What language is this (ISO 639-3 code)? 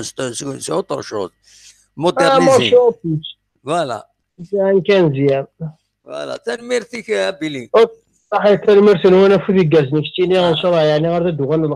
kab